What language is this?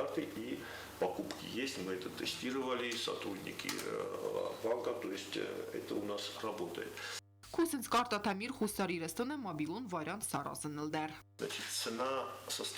Ossetic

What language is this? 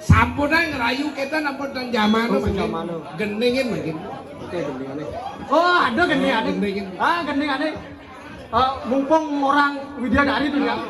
Balinese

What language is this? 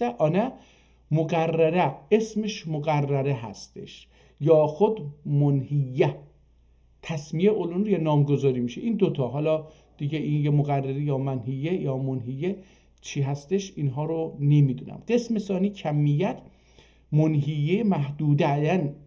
South Azerbaijani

